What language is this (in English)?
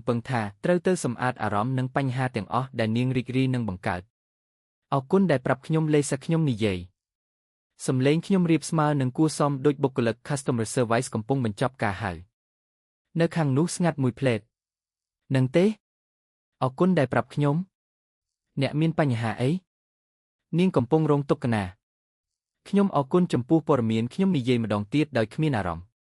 Khmer